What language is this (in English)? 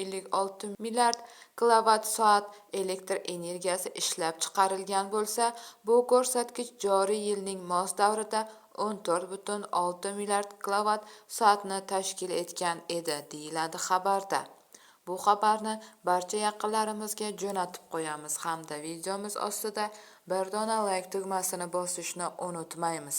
Uzbek